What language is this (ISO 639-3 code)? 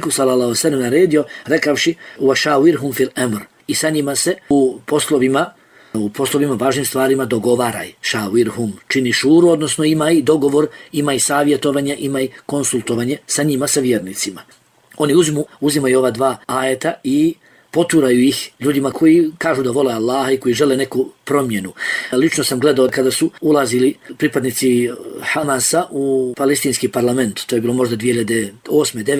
bos